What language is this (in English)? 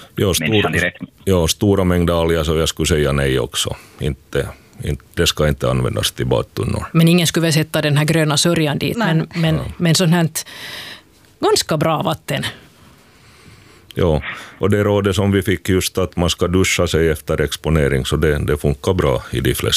Swedish